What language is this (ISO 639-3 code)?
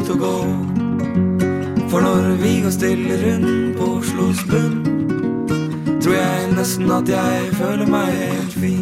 nor